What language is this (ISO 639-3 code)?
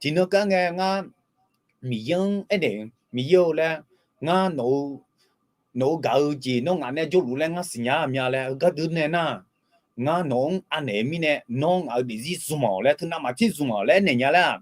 ahk